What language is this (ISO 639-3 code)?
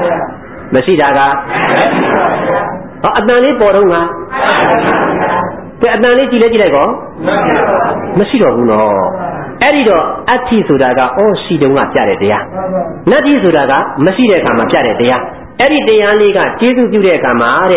mya